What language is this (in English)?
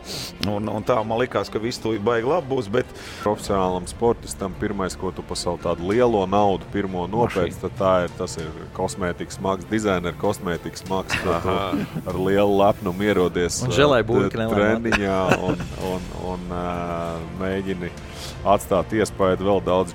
Latvian